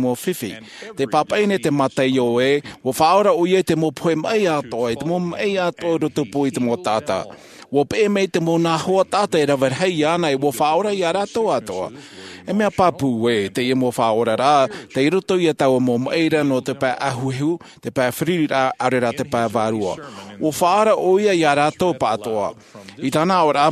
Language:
Tahitian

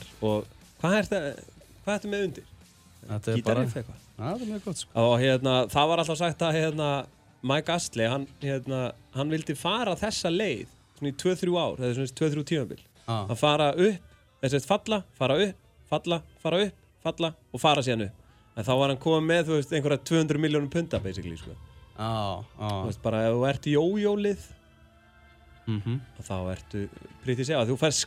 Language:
Icelandic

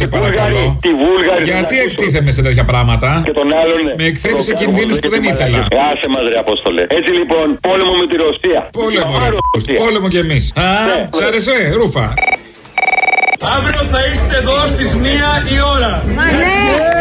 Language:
Greek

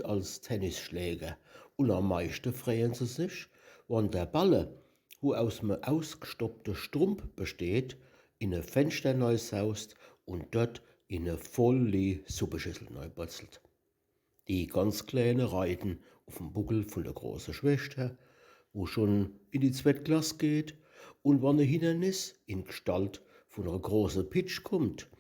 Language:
Palatine German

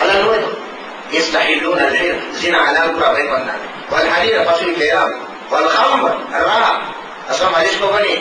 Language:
Divehi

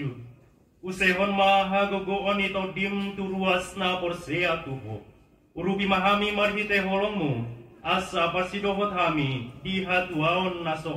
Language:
Batak Toba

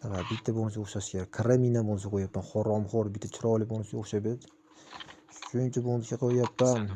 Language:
Uzbek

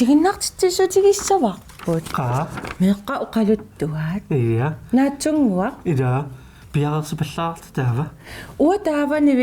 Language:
Kalaallisut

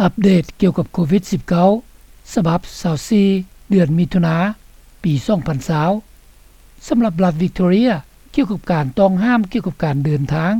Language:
Lao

